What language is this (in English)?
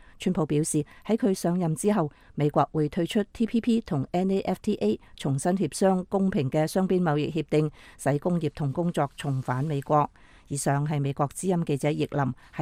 Cantonese